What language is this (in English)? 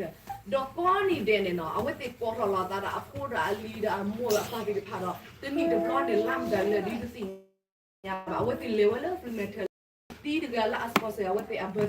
S'gaw Karen